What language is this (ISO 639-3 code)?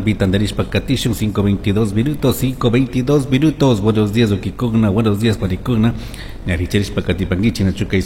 qug